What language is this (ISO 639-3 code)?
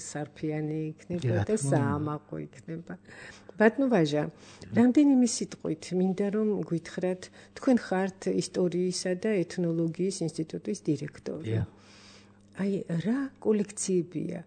kat